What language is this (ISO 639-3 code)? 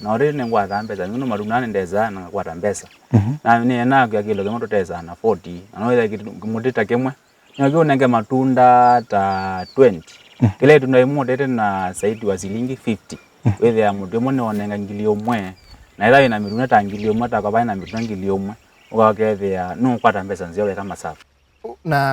kam